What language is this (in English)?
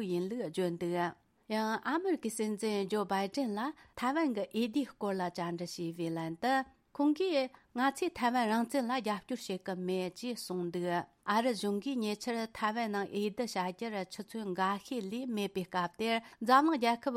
Tibetan